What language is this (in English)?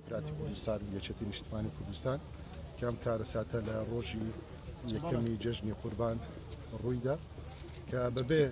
Central Kurdish